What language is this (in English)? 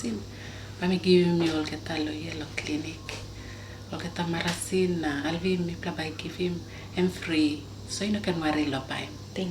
Tok Pisin